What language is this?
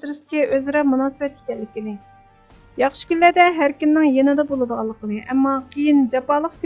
Uyghur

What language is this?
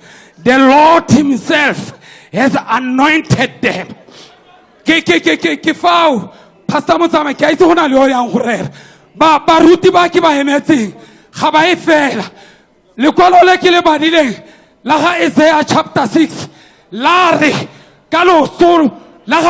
Tswana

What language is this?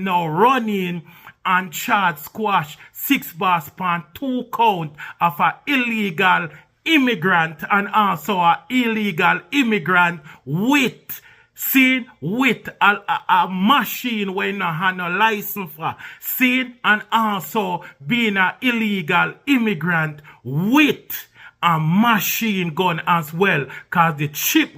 Jamaican Creole English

